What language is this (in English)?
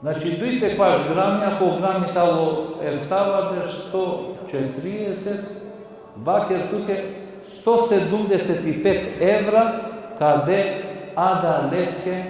Balkan Romani